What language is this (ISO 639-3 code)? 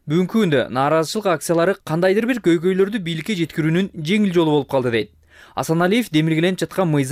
kir